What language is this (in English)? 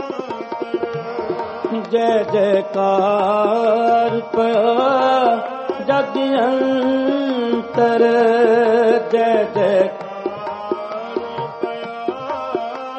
Punjabi